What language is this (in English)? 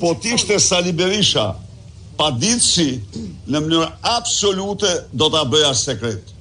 Albanian